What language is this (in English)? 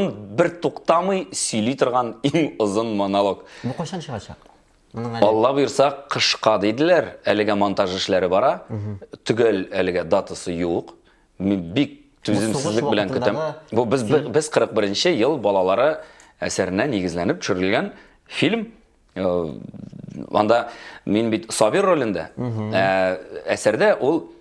Tatar